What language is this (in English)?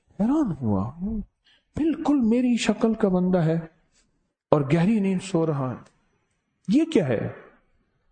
Urdu